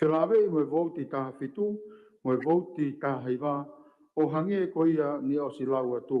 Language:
Tongan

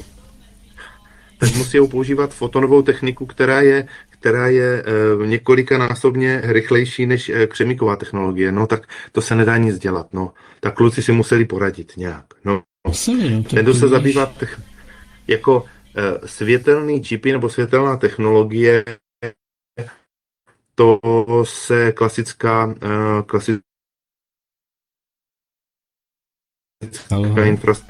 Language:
Czech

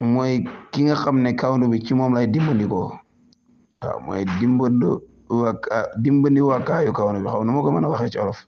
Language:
Wolof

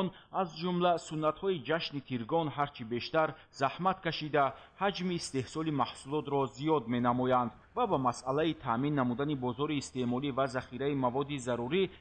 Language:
Tajik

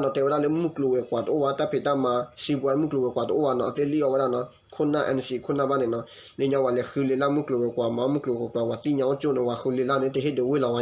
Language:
S'gaw Karen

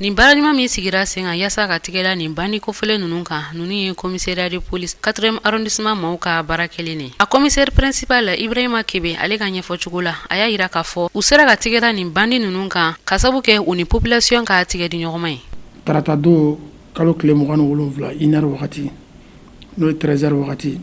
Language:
Bambara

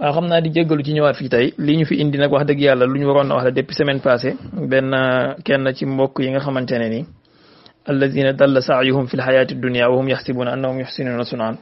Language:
Wolof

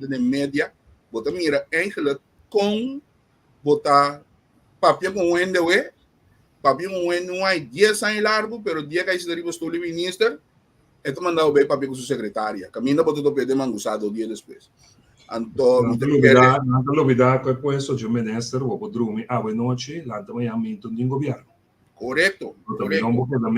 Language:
Papiamento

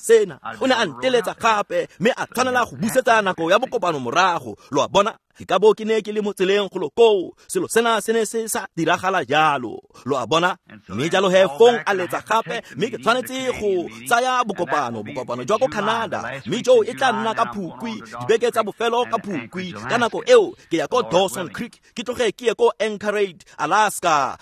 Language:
Tswana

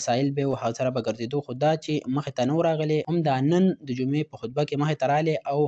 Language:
Pashto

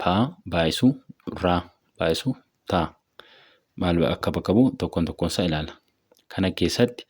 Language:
Oromo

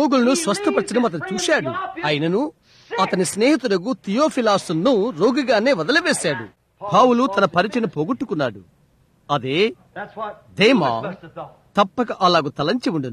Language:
Telugu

